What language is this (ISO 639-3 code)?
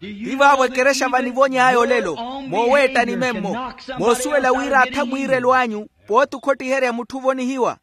vmw